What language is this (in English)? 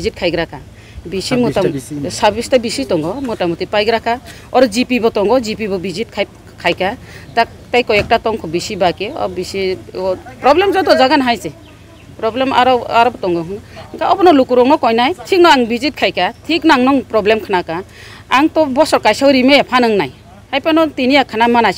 Kok Borok